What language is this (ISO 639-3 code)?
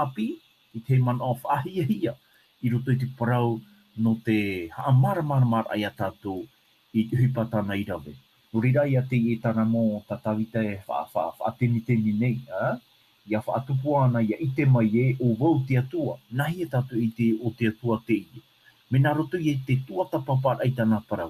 tah